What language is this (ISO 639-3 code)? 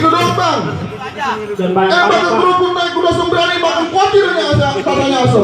bew